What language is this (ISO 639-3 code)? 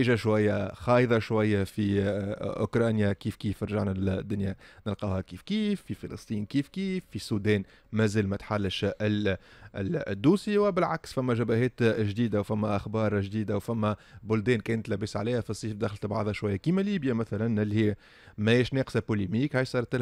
aeb